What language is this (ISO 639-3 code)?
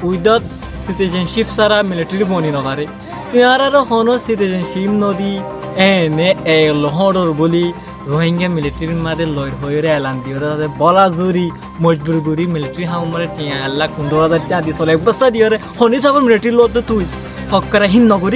rhg